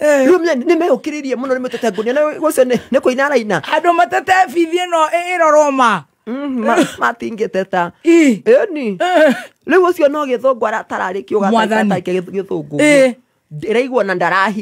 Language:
Kikuyu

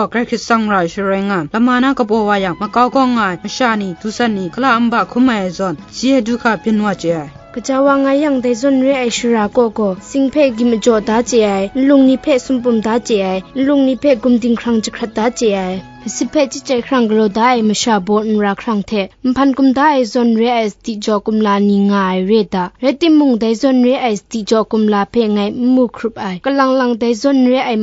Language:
Kachin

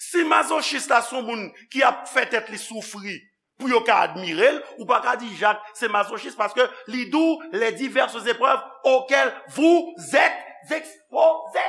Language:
Haitian Creole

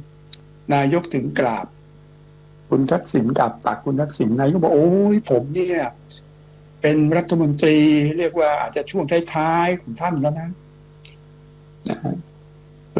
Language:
Thai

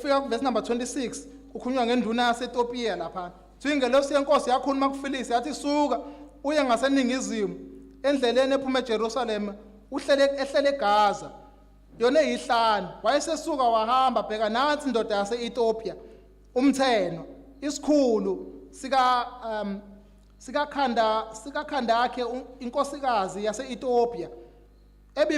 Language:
Zulu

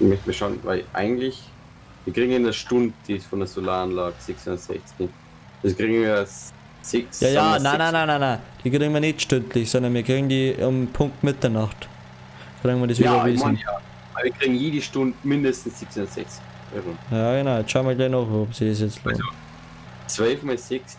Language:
Bavarian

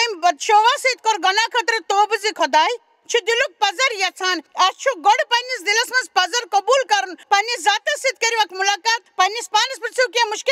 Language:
Kashmiri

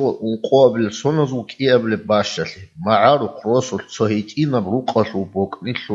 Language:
Avaric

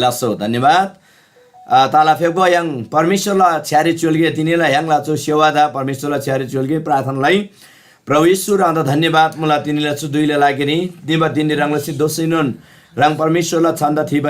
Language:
Eastern Tamang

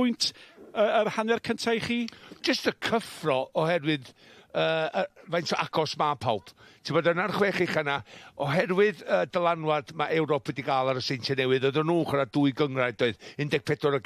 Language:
Welsh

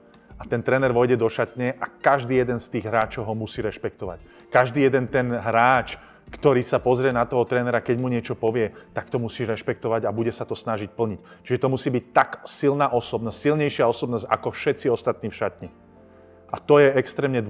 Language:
Slovak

